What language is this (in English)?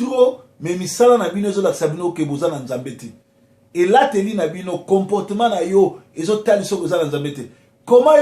Lingala